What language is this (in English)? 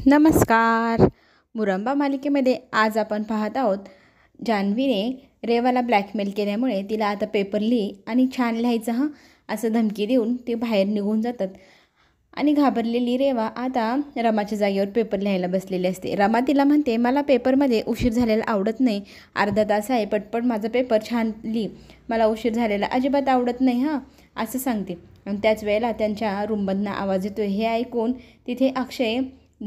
Marathi